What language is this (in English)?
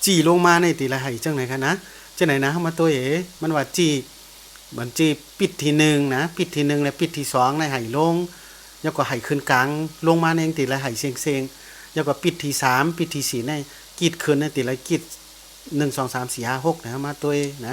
Shan